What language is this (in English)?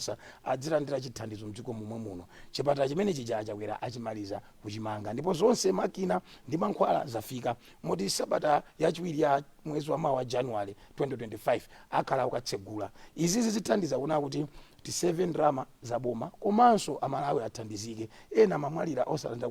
Nyanja